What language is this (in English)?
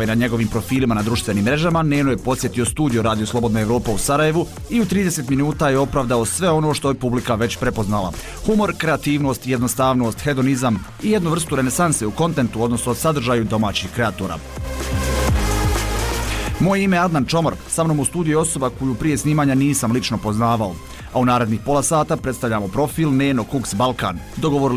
Bosnian